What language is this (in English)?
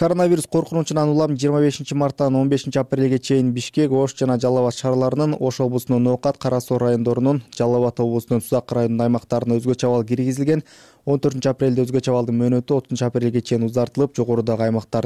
Kyrgyz